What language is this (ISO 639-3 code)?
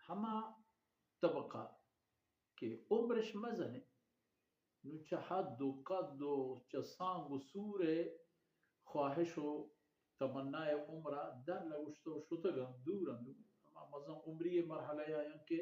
bal